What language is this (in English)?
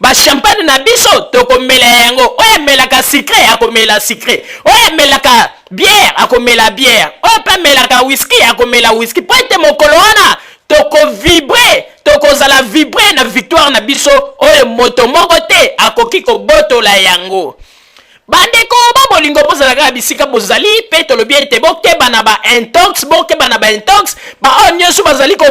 Lingala